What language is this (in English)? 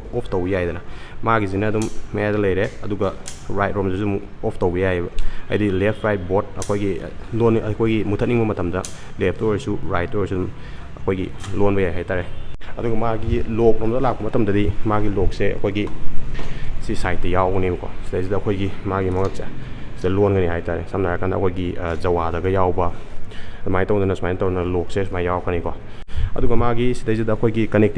Manipuri